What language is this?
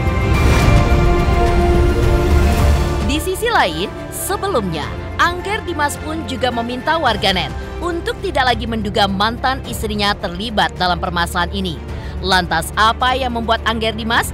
Indonesian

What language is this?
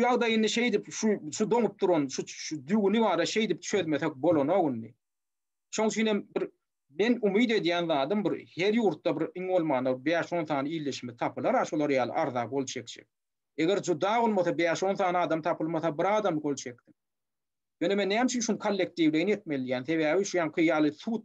Turkmen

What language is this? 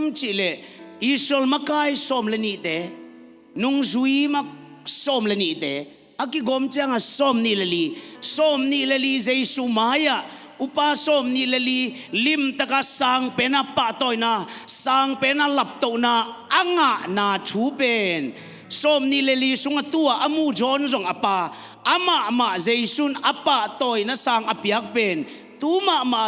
Tedim Chin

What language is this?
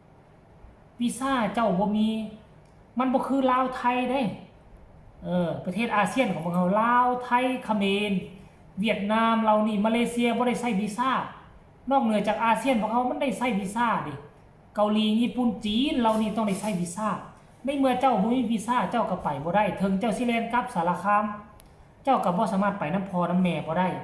Lao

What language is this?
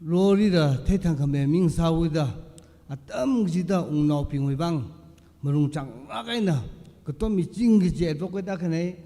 Tangkhul Naga (India)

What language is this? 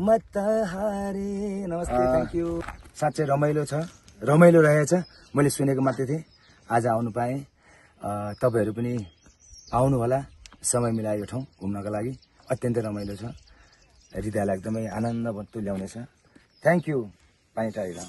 Nepali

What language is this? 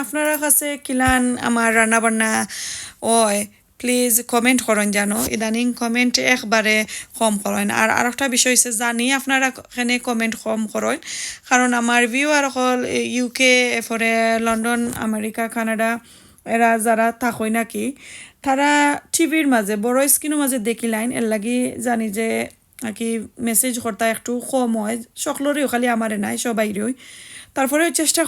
Sylheti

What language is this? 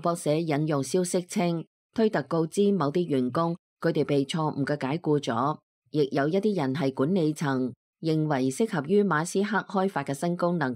Cantonese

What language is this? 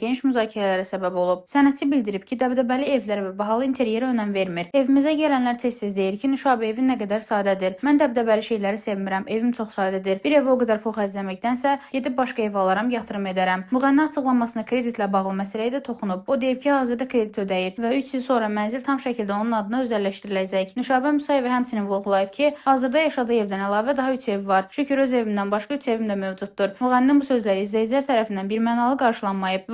Azerbaijani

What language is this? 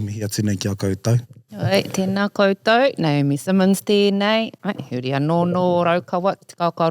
Māori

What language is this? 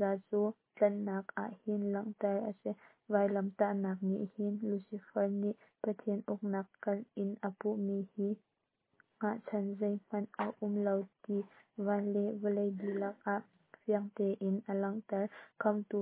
Hakha Chin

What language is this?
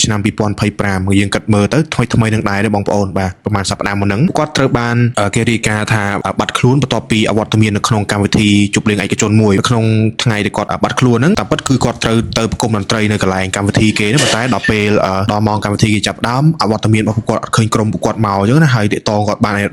Khmer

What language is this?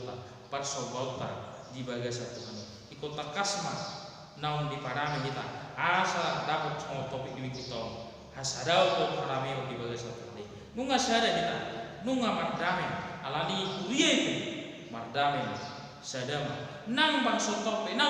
Batak Toba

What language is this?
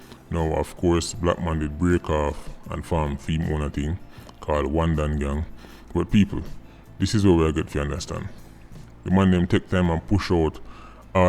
Jamaican Creole English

